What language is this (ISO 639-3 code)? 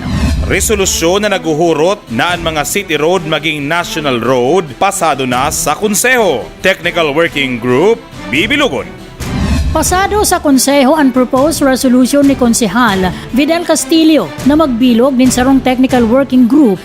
bik